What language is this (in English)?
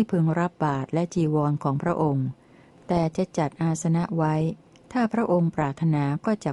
Thai